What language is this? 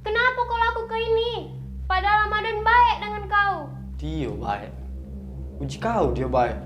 Musi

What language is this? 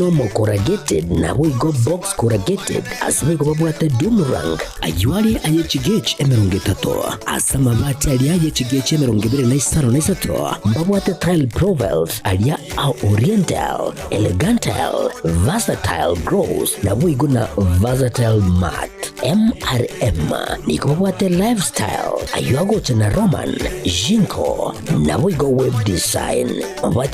Gusii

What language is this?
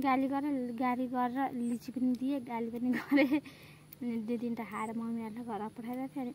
Nepali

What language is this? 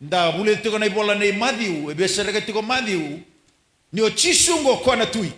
Fijian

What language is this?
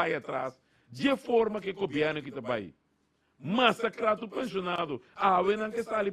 Papiamento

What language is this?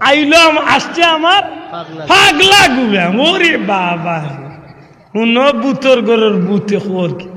Sylheti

